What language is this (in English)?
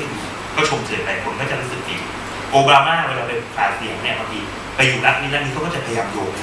Thai